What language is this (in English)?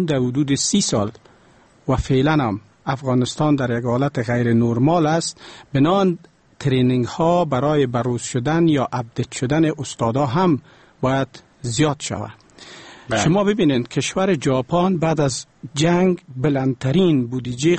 Persian